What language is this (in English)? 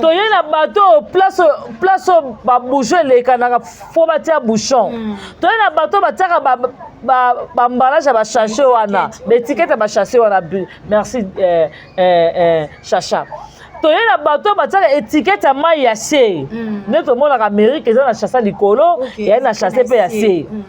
Lingala